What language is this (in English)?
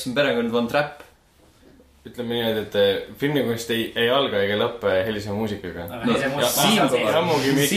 Estonian